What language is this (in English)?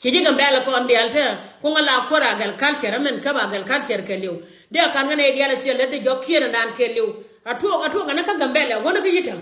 Nuer